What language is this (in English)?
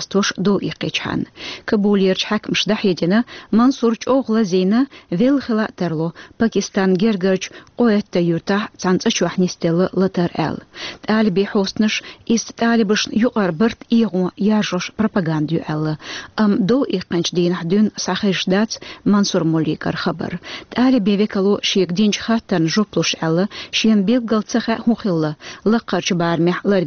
Chechen